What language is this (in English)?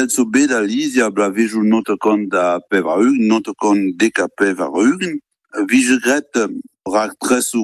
Breton